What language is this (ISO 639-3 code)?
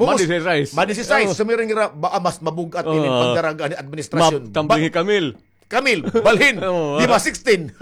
war